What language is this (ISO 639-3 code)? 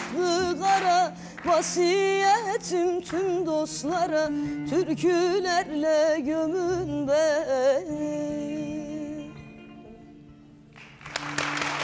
tur